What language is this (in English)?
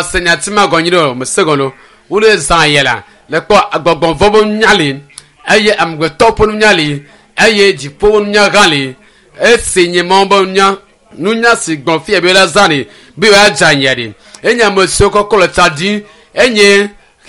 Ewe